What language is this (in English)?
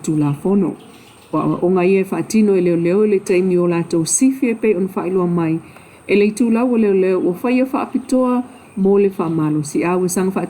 Samoan